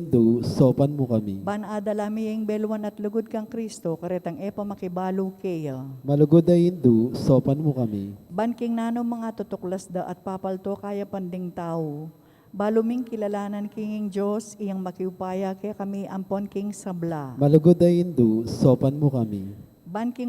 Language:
Pampanga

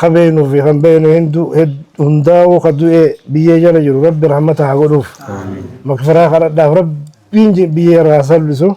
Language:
Oromo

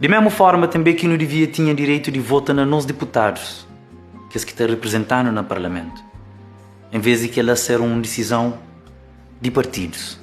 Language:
Kabuverdianu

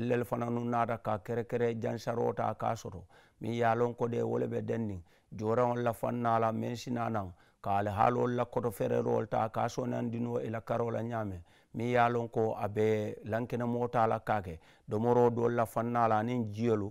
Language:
Mandingo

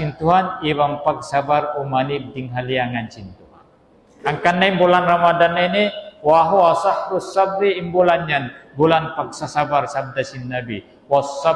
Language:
Tausug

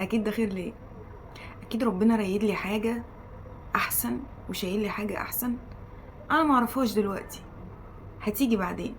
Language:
Egyptian Arabic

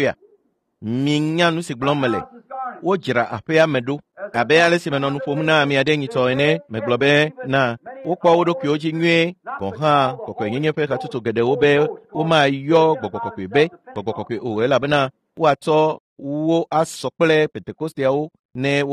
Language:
Ewe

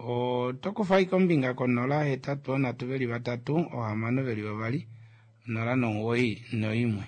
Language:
Kuanyama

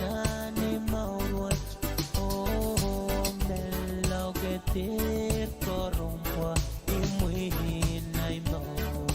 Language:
Pohnpeian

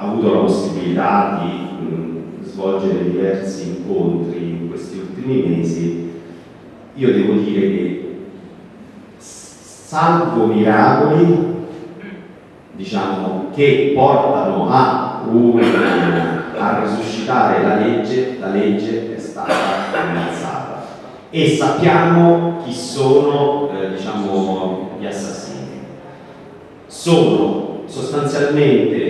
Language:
Italian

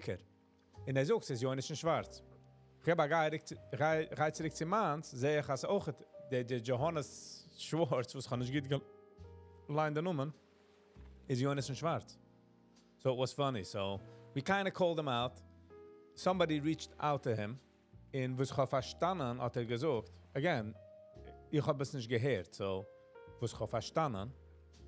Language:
Yiddish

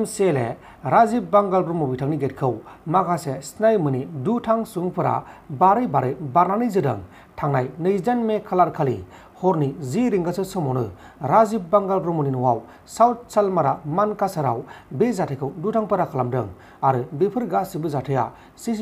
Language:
Bodo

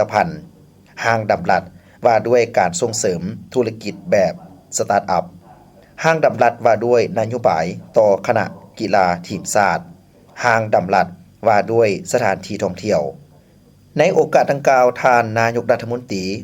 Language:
Lao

